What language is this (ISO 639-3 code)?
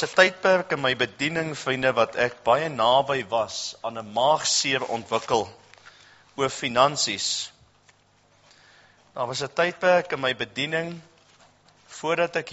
afr